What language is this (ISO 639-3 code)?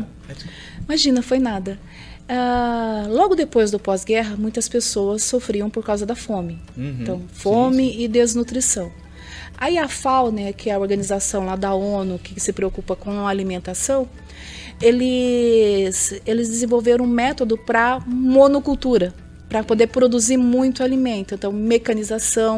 por